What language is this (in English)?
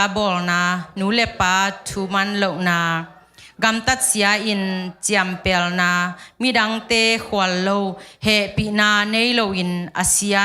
Tedim Chin